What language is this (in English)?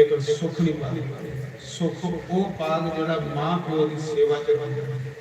Dogri